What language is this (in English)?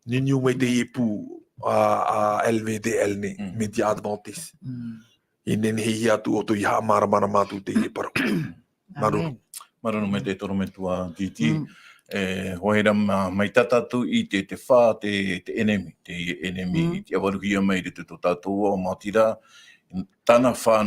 Tahitian